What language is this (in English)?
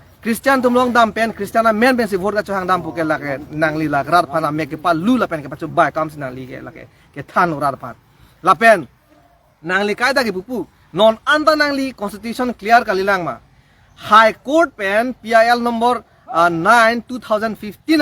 Karbi